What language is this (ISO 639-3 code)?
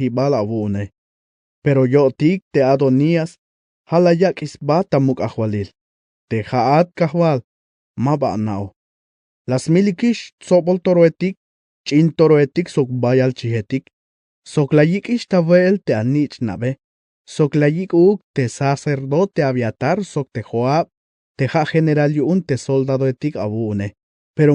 tzh